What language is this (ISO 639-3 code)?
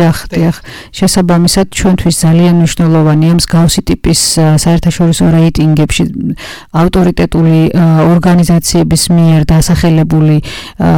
kat